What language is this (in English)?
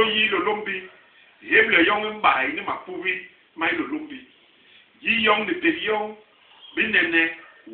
Basaa